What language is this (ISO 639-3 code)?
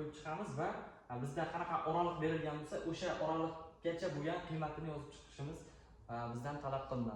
uzb